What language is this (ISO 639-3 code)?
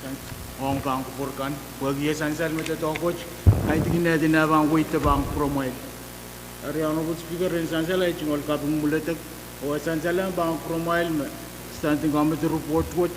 pon